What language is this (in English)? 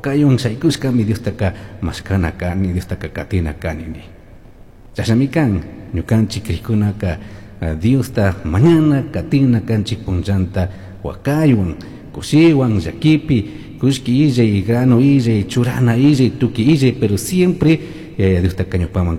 Chimborazo Highland Quichua